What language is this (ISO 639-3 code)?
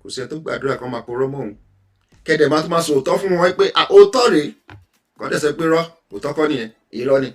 yor